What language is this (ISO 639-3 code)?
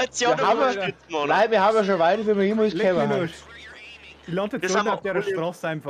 bar